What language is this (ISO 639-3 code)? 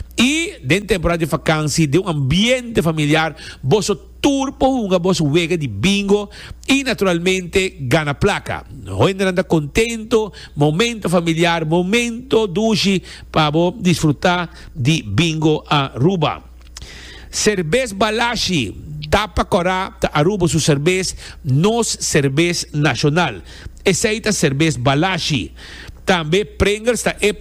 pap